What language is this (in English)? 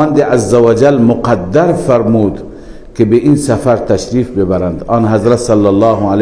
Persian